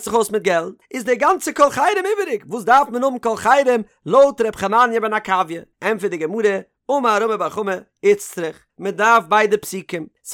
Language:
Yiddish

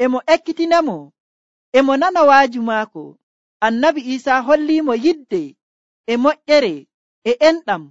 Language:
Nigerian Fulfulde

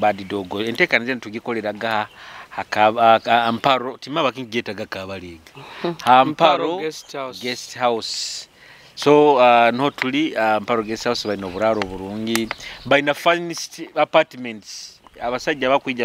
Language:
Nyoro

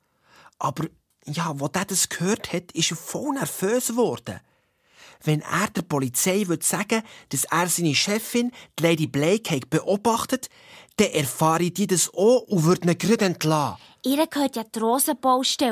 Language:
Swiss German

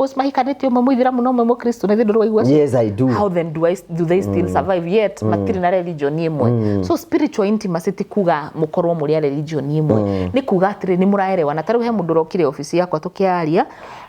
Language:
Kikuyu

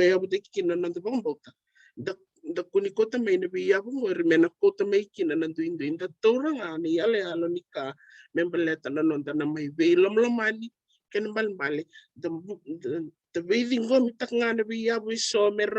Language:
Fijian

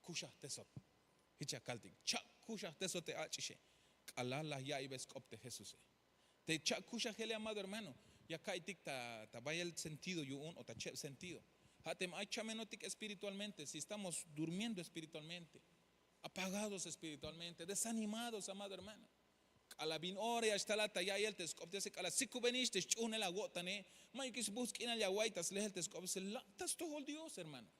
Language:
Tzeltal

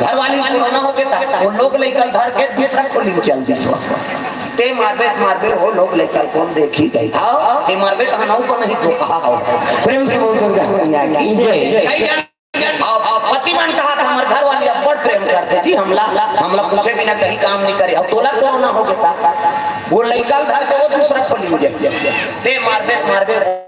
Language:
Chhattisgarhi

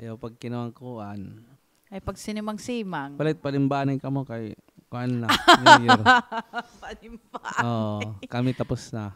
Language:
Waray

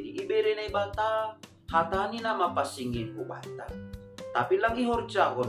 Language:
Batak Simalungun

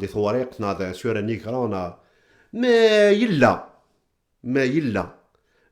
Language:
Kabyle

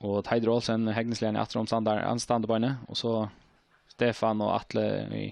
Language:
Faroese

